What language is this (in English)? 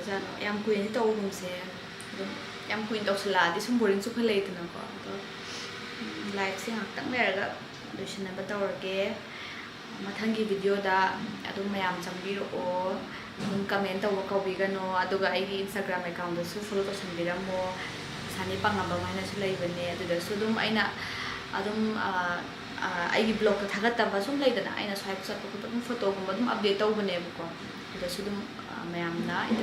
Manipuri